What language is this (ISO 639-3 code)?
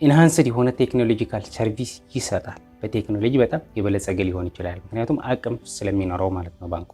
amh